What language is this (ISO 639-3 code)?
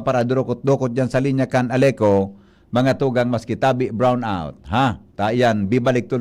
bik